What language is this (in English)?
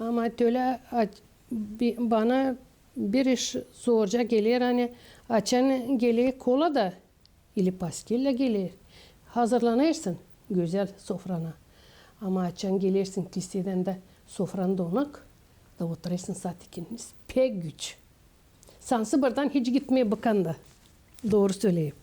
Gagauz